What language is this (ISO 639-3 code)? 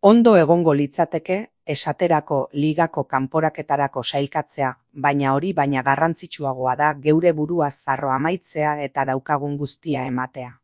eus